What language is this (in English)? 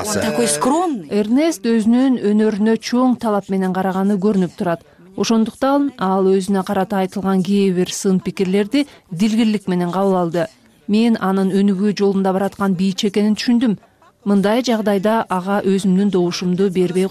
Kyrgyz